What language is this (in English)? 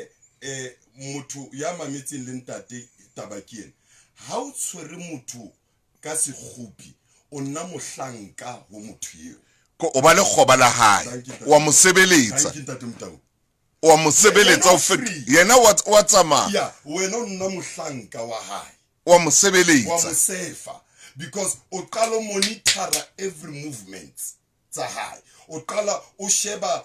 Southern Sotho